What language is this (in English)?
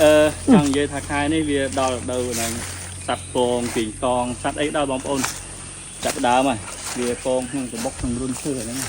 Khmer